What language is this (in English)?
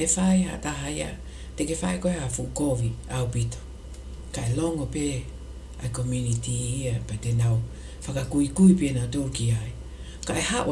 Tongan